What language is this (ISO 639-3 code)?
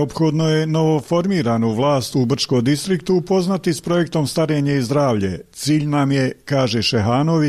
bos